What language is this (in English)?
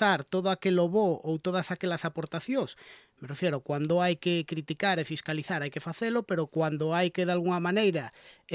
Galician